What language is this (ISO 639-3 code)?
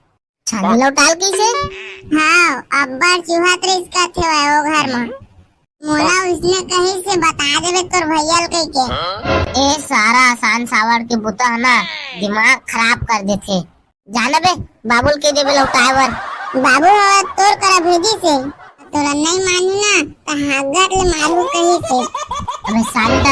hne